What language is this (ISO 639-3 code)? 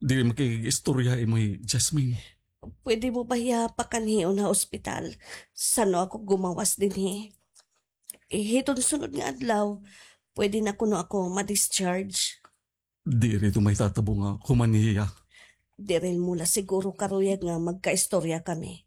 war